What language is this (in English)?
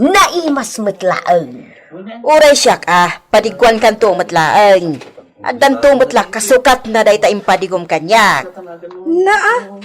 Iloko